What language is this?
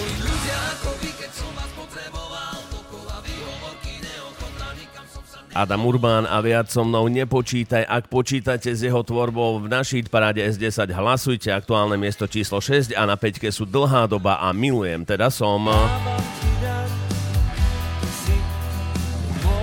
Slovak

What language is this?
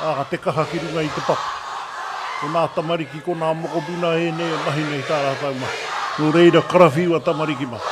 Māori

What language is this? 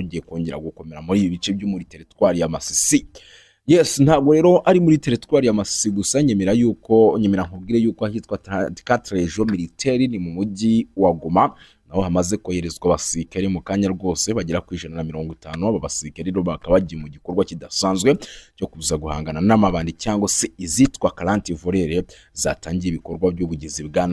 Kinyarwanda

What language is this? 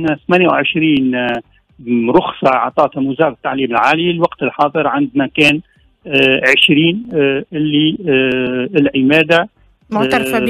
Tunisian Arabic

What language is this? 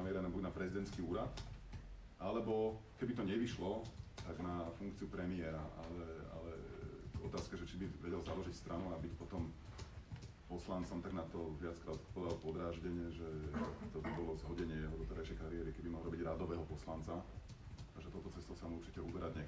Slovak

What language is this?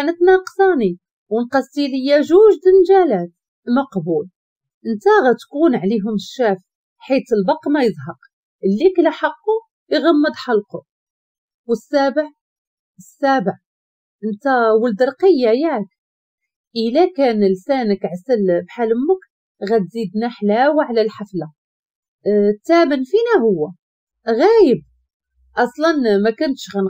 Moroccan Arabic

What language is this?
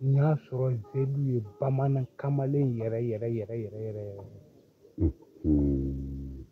Bambara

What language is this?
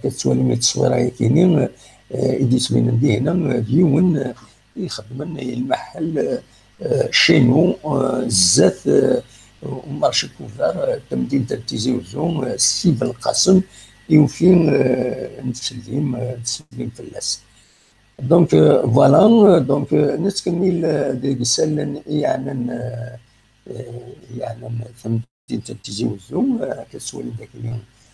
Kabyle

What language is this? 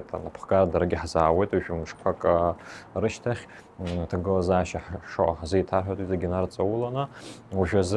Abkhazian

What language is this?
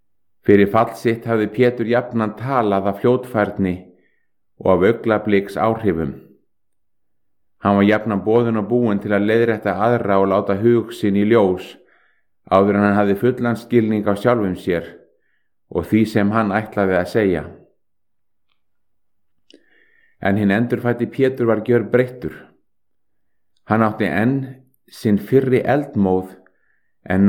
Icelandic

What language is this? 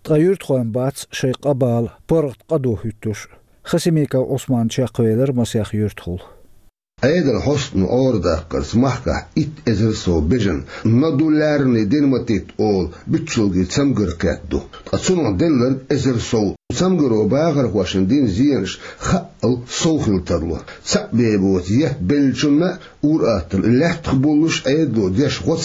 Chechen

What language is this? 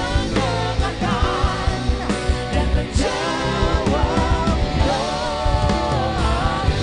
Ambonese Malay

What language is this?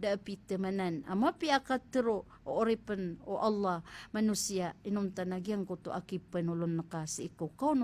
Maranao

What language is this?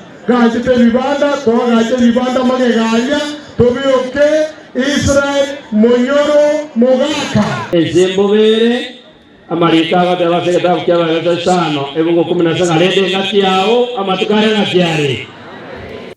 Gusii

